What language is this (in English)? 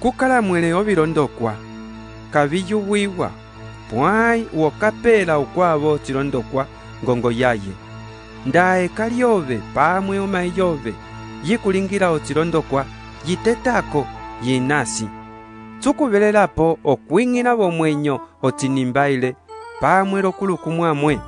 Umbundu